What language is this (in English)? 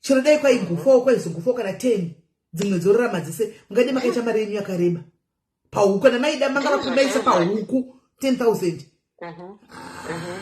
Shona